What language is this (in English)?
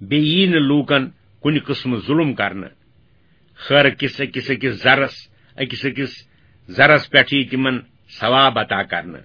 Kashmiri